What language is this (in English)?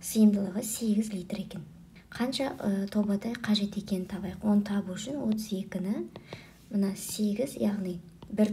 Kazakh